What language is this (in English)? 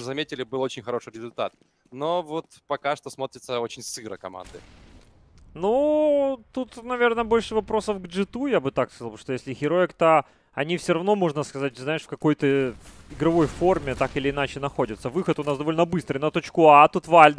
Russian